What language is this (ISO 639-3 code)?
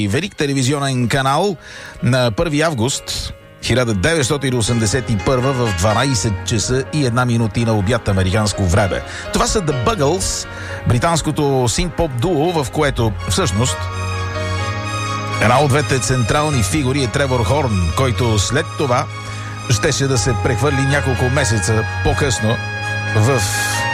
bul